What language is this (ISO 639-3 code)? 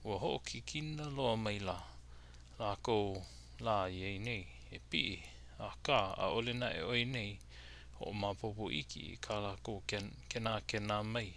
haw